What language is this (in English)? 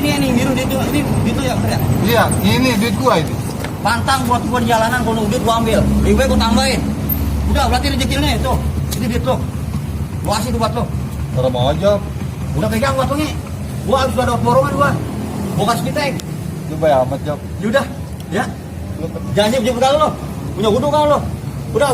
Betawi